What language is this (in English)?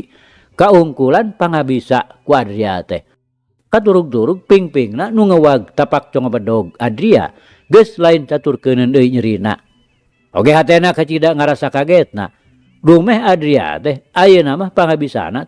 Sundanese